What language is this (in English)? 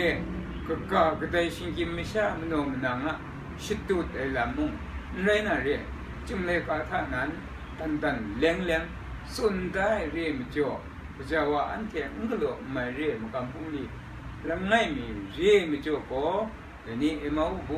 Kachin